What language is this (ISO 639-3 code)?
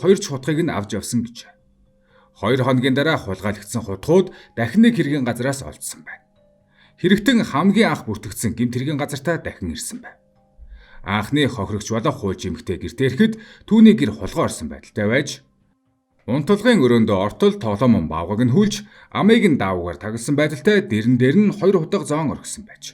mon